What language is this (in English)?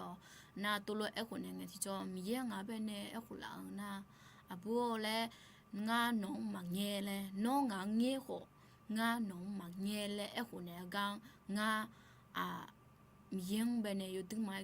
Akha